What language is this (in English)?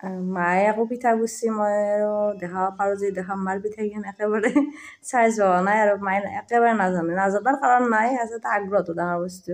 Assamese